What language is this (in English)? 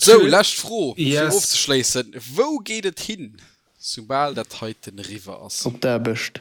Luxembourgish